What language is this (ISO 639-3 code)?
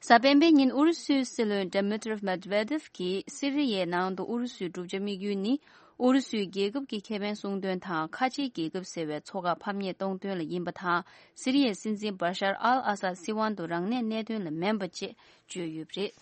bod